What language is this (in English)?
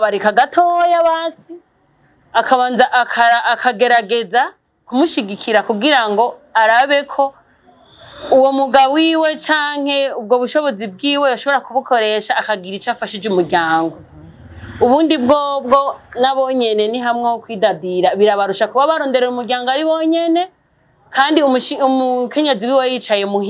Rundi